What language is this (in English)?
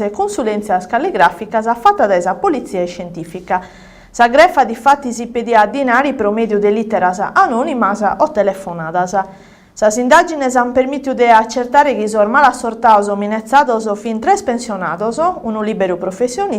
Sardinian